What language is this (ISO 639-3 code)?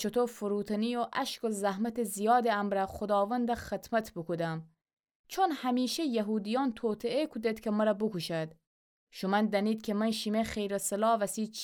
glk